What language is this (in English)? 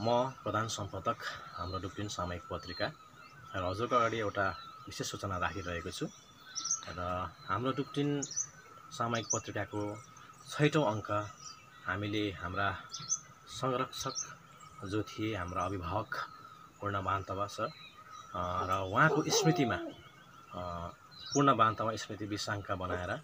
Nepali